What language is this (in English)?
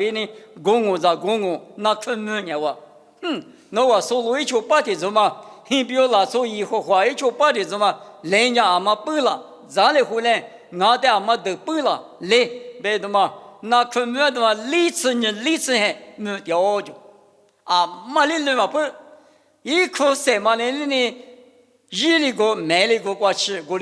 Lisu